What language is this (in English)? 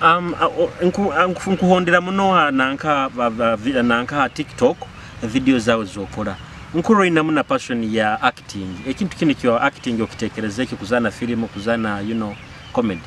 Nyoro